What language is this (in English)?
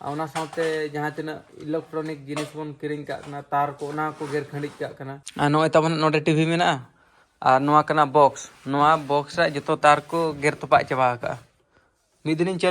Santali